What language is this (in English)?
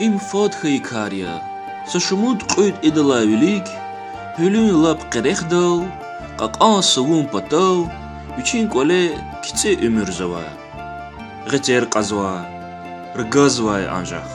Lezghian